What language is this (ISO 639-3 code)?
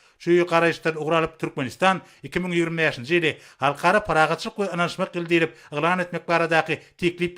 tuk